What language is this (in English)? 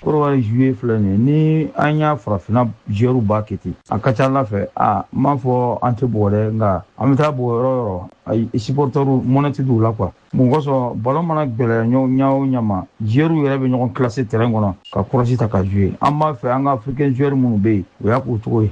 Bambara